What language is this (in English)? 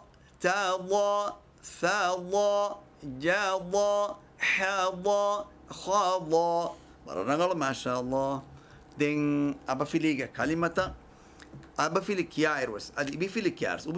Divehi